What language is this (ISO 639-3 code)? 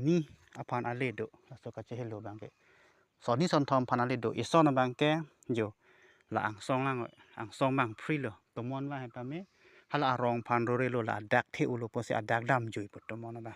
mjw